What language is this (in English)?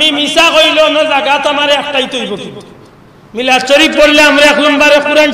Sylheti